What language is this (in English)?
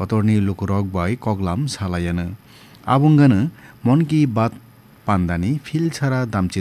Kok Borok